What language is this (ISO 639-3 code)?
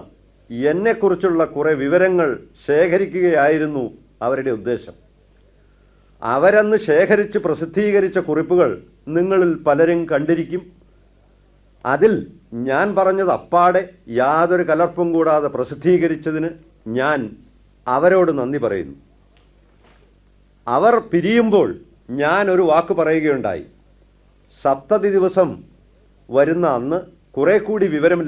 mal